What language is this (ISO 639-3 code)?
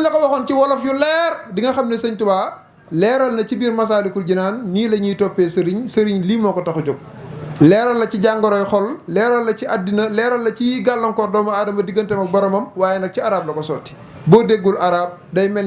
wol